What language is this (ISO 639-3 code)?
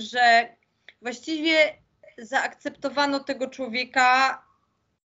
pol